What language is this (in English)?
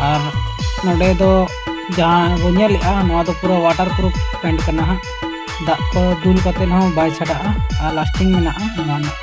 Santali